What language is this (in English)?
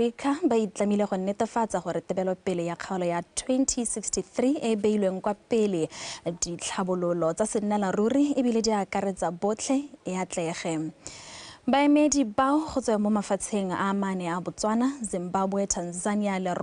Tswana